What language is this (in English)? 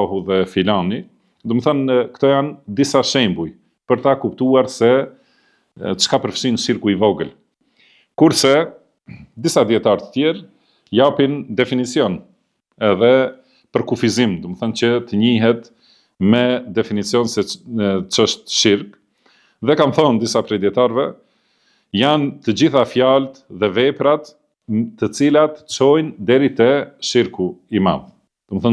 Albanian